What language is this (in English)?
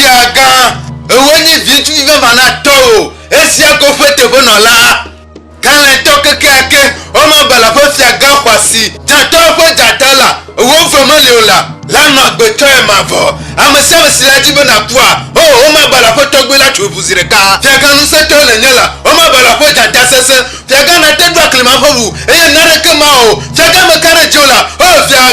Ewe